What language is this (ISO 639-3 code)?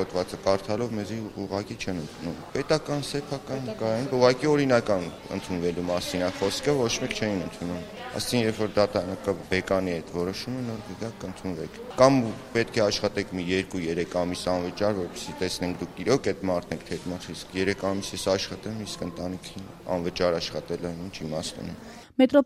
hye